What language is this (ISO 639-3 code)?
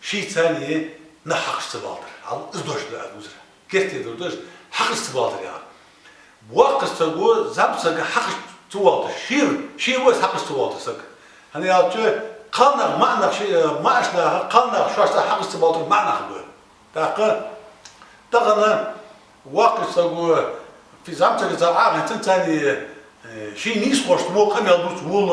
inh